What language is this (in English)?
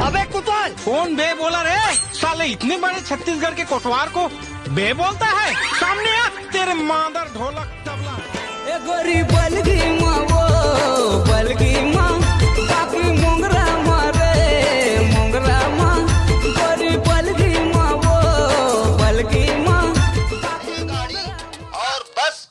Chhattisgarhi